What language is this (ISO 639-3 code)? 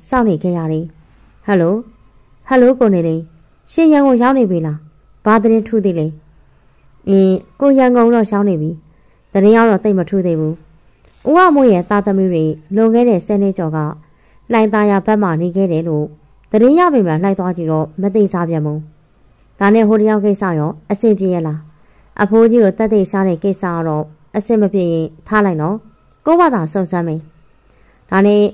mya